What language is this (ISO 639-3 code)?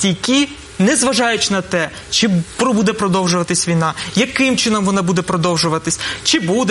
ukr